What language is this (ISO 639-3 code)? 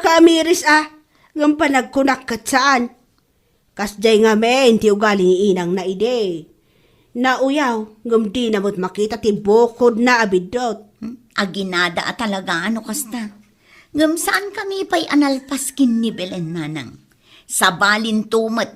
ilo